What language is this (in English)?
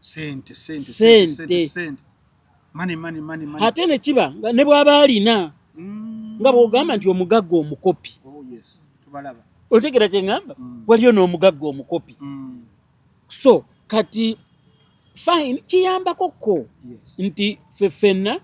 Ganda